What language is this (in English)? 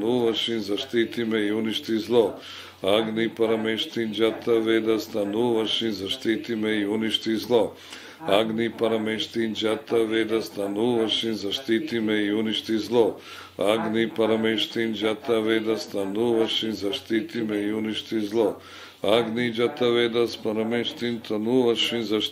Serbian